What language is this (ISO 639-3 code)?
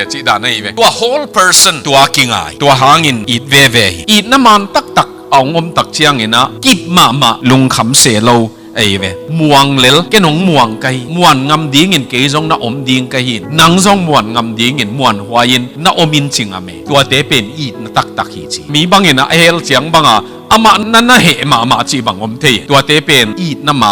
ctd